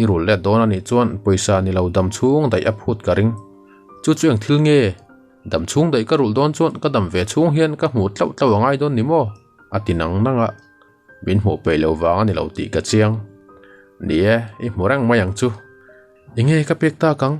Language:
Mizo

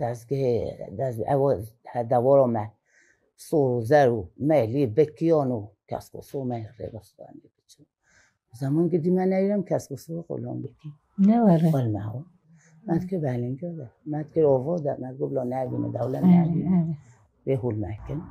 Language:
Kurdish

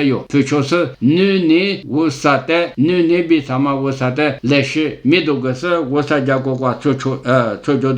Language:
Lisu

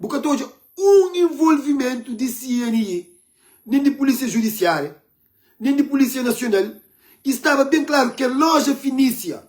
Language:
Kabuverdianu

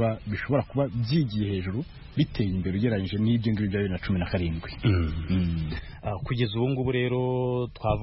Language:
Kinyarwanda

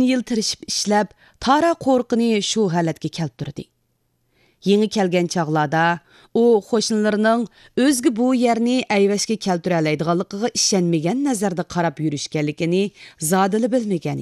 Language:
Uyghur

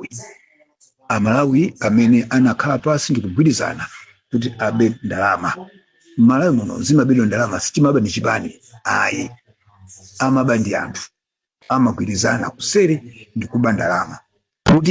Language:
Nyanja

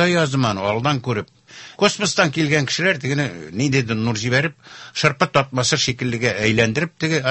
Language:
Tatar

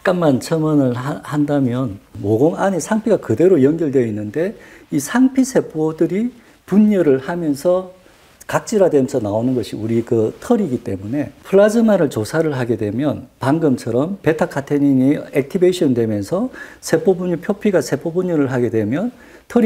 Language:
Korean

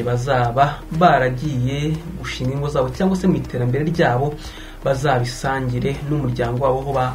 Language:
Kinyarwanda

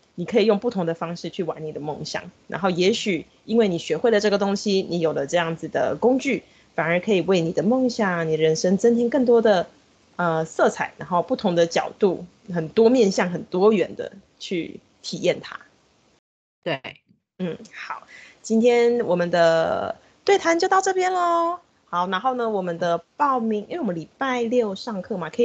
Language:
Chinese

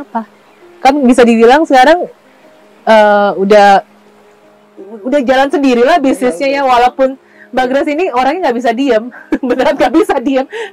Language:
Indonesian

